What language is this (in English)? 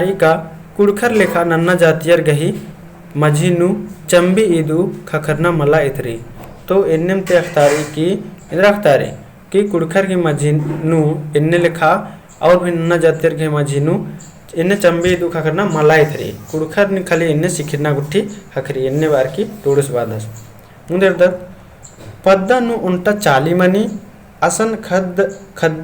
Kurukh